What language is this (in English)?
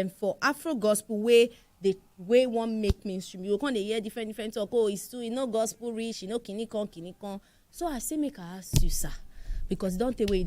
Nigerian Pidgin